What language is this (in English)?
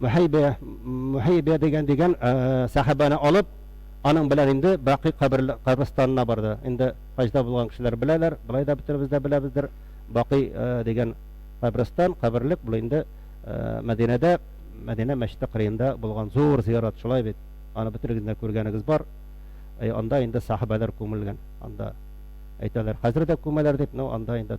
Tatar